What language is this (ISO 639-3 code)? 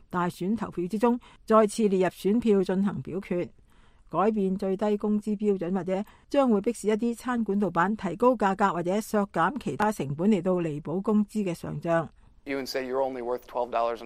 yue